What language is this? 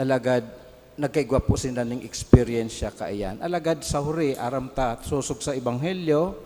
Bikol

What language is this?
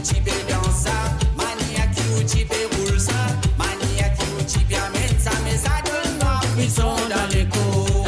Morisyen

